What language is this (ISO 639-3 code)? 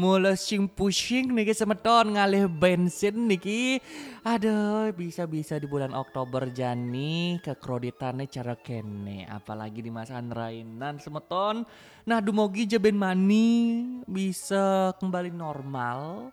ban